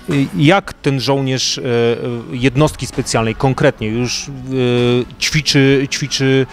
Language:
Polish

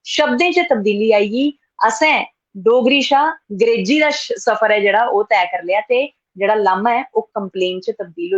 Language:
Dogri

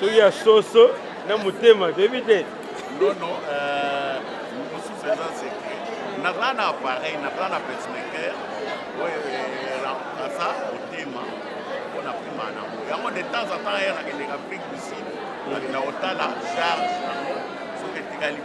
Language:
Lingala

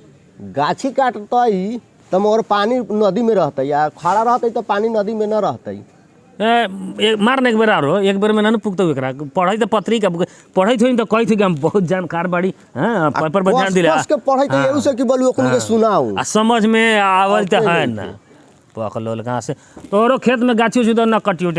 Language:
Bhojpuri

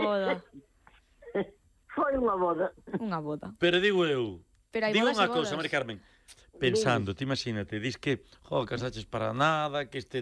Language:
Galician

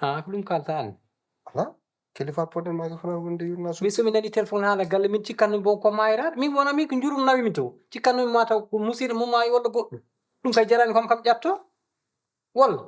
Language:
Fula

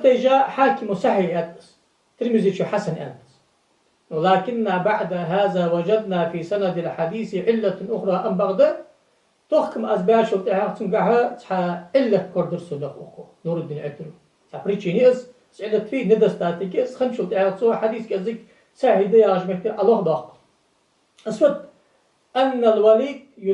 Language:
Ingush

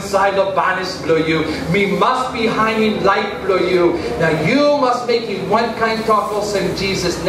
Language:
Tok Pisin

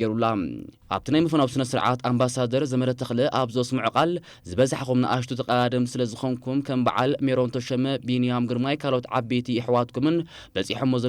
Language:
Tigrinya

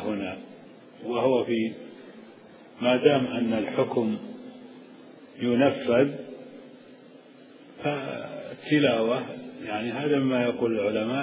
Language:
Arabic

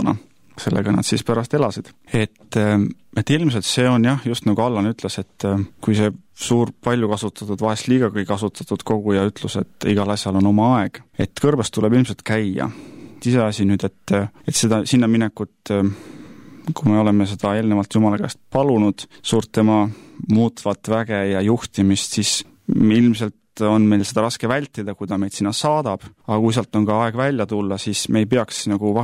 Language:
Estonian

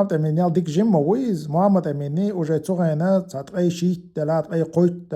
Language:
Chechen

